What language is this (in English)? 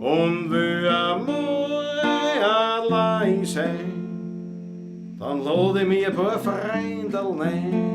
Bavarian